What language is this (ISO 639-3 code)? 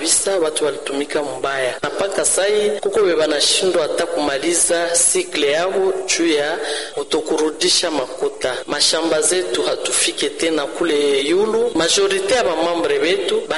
swa